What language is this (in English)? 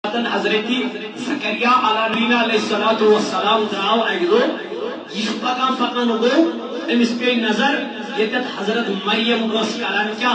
Kashmiri